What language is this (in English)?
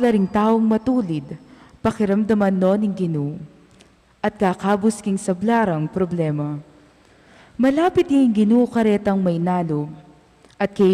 Pampanga